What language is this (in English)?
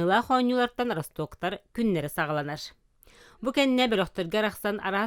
Yakut